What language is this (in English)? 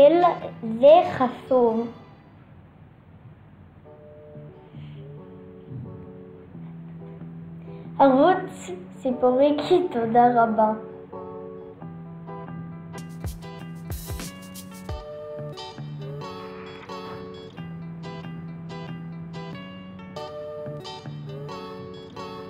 Hebrew